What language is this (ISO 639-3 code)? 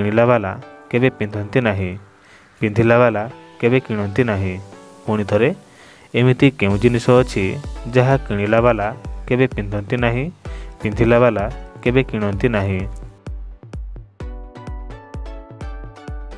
ori